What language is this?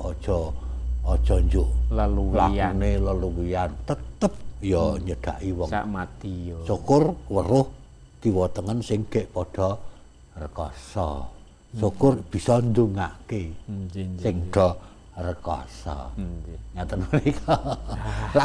Javanese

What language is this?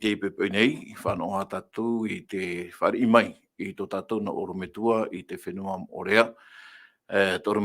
Tahitian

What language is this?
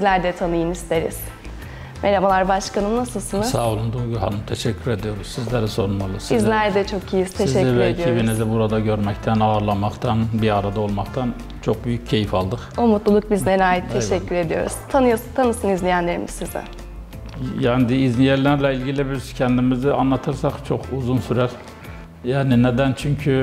Turkish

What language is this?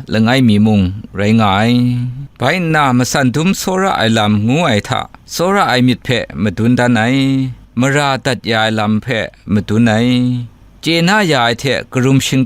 Kachin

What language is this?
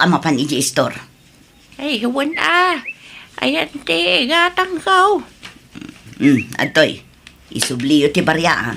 Iloko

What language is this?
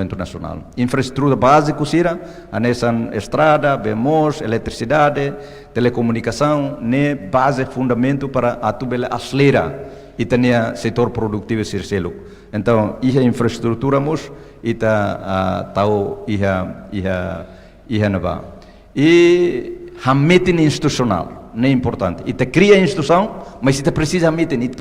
Tetum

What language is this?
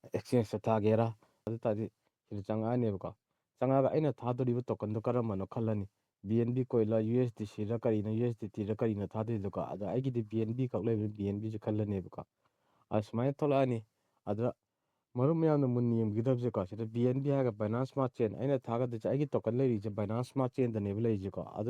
Manipuri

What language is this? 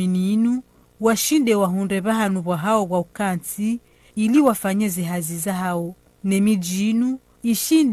Ngazidja Comorian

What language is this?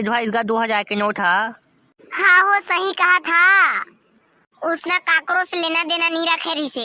Chhattisgarhi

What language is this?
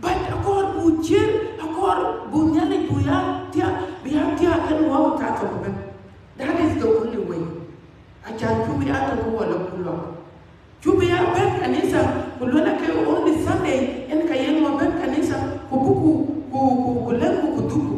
Dinka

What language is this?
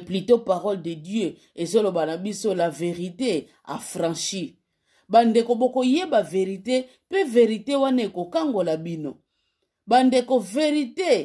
Lingala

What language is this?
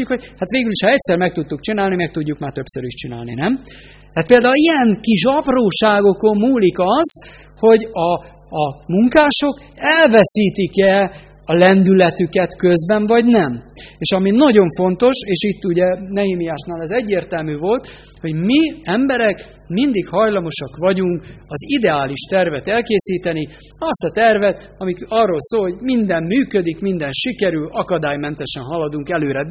Hungarian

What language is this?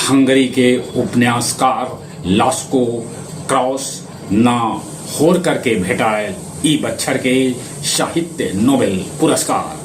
Magahi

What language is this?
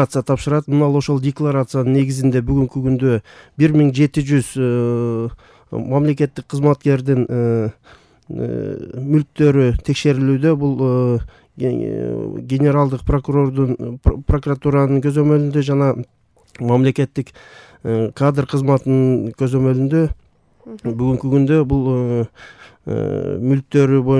Kyrgyz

